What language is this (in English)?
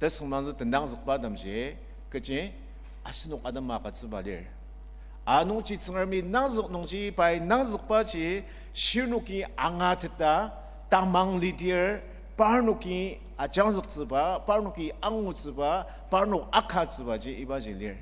Ao Naga